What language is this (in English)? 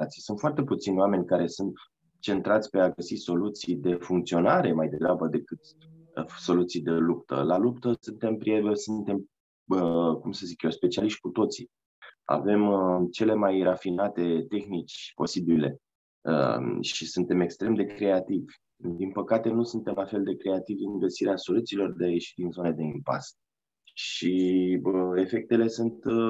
Romanian